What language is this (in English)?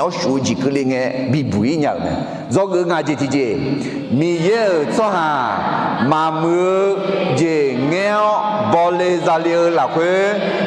Akha